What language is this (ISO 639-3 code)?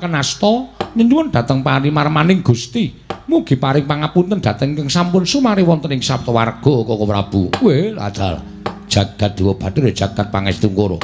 jav